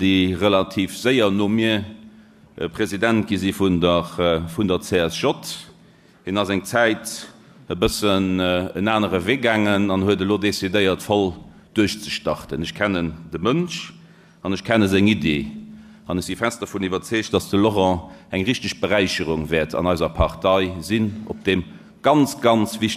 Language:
Luxembourgish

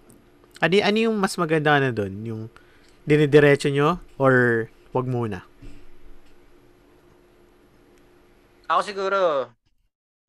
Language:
Filipino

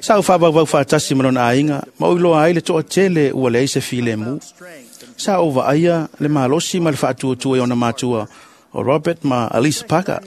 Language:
Samoan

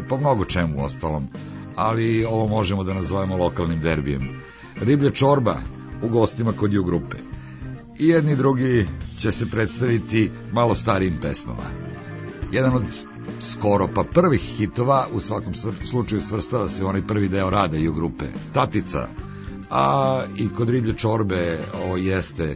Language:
Serbian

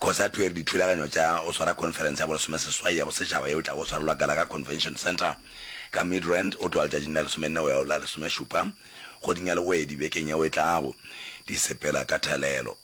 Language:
Northern Sotho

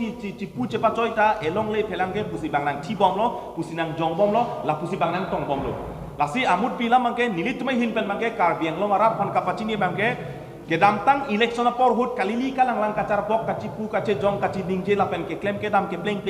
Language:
Karbi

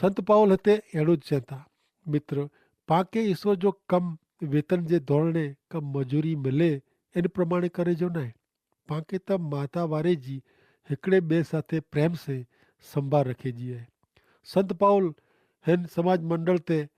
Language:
Kachhi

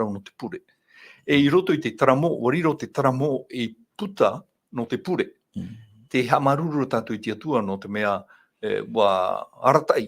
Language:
Tahitian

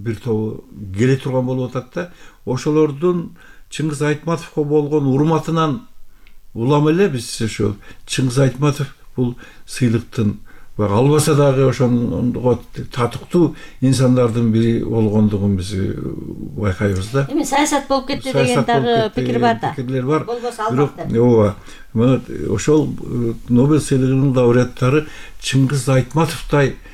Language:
Kyrgyz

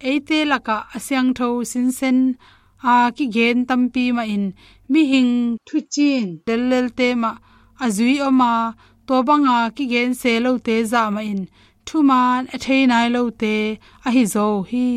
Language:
Tedim Chin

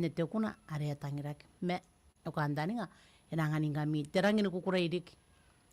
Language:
Gilbertese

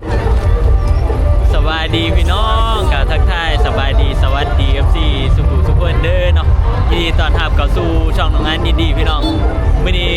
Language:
Northeastern Thai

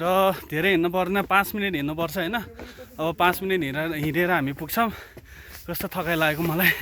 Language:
Nepali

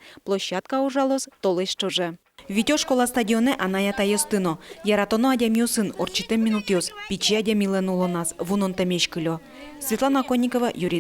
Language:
Udmurt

